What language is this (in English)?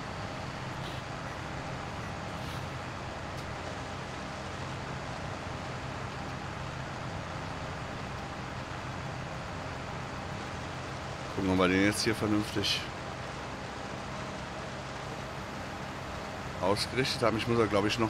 German